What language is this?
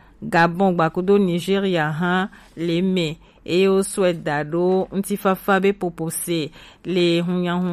Gen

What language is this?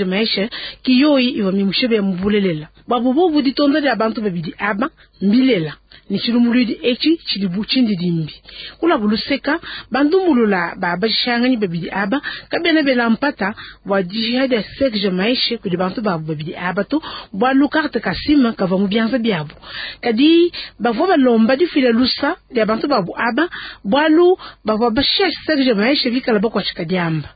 Luba-Lulua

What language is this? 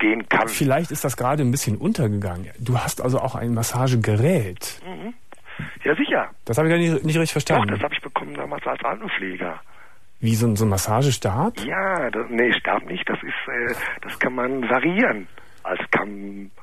German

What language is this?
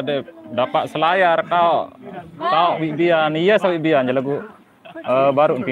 Sasak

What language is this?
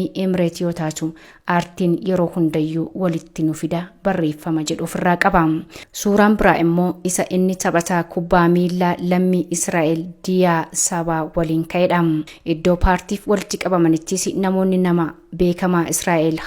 Oromo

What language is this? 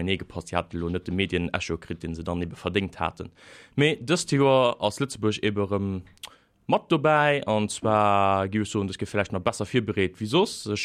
Luxembourgish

